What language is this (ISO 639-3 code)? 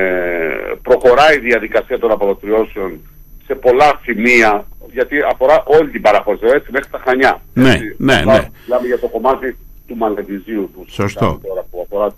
ell